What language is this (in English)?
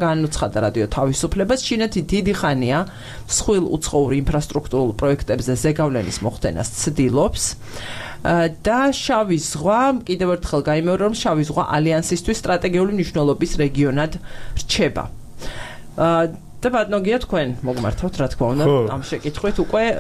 Georgian